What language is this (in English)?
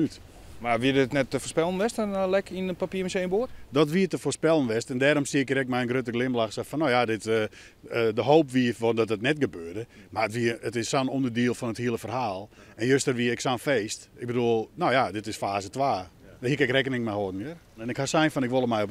Western Frisian